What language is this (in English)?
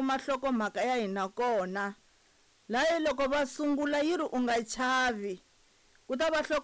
Tsonga